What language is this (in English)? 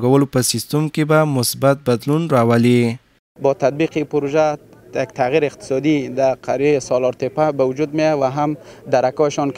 Pashto